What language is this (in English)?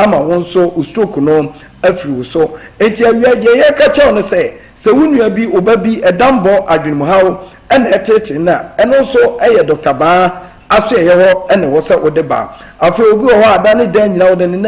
Akan